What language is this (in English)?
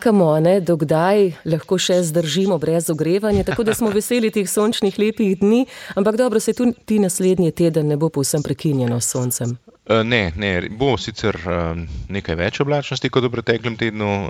Slovenian